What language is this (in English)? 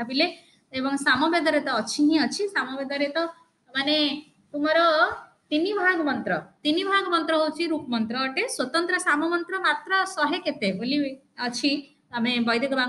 Odia